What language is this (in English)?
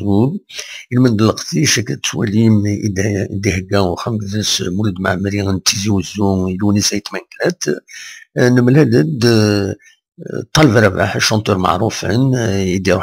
Kabyle